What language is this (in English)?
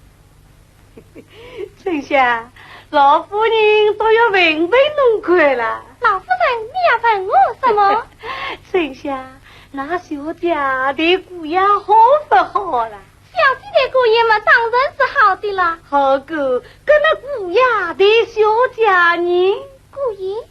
Wu Chinese